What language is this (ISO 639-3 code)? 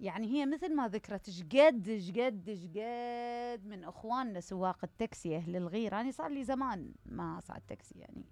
acm